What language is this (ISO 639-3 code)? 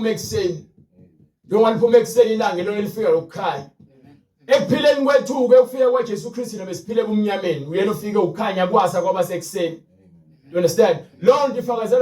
zul